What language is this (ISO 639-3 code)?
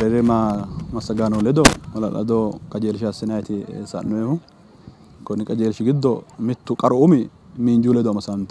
sid